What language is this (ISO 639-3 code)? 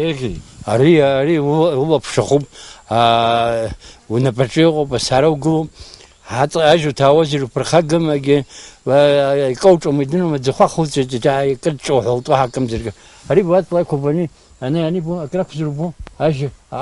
abk